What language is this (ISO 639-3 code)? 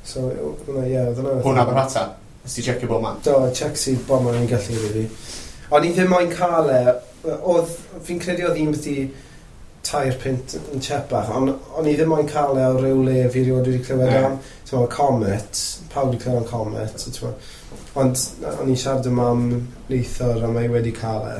cym